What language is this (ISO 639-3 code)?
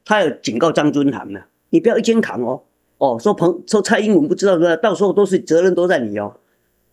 zho